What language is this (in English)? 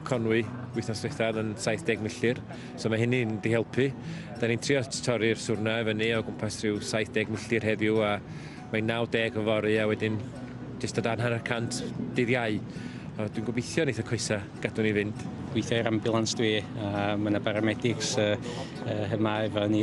Welsh